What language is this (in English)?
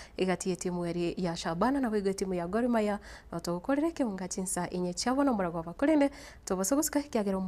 Gusii